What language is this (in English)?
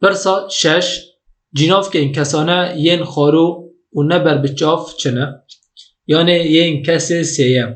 Kurdish